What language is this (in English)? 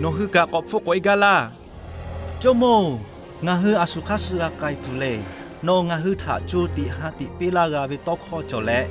Lahu